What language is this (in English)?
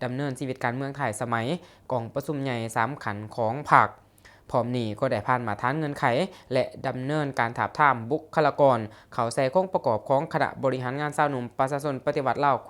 Lao